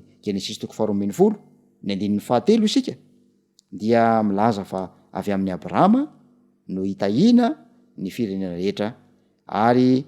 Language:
Malagasy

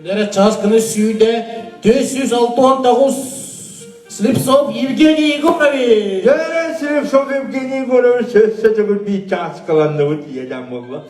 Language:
Yakut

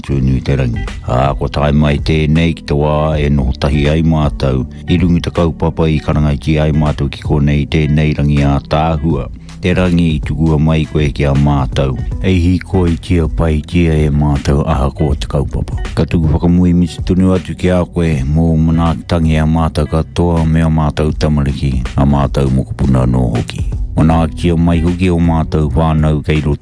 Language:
Māori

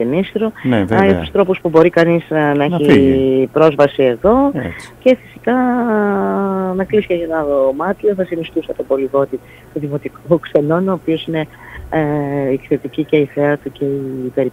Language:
Greek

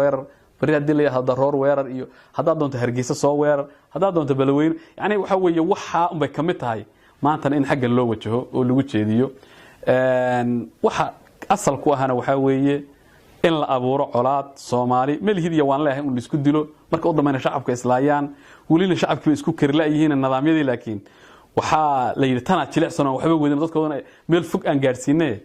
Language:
Somali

